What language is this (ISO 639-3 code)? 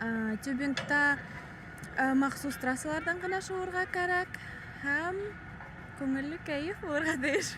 bak